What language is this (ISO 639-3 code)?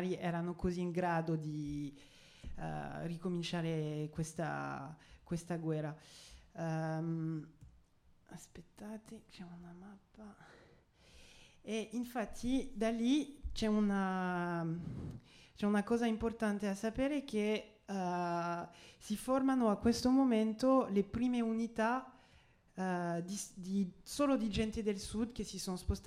ita